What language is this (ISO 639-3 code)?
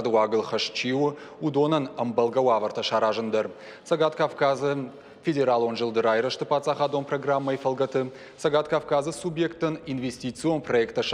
oss